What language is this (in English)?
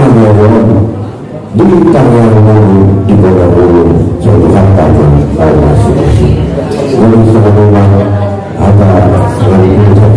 Batak Angkola